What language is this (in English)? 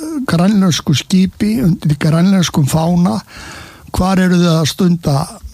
Icelandic